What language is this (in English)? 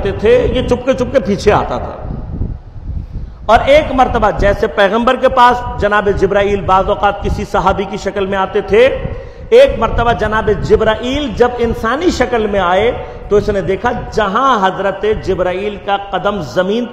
Urdu